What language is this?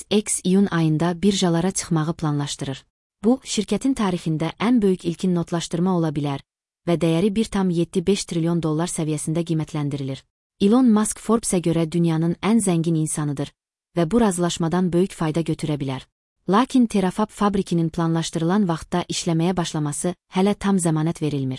Azerbaijani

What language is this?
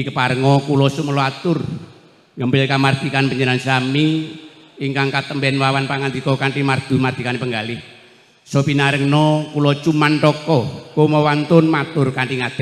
Javanese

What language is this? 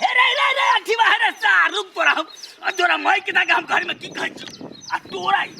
Maithili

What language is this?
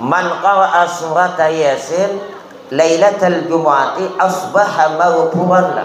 Banjar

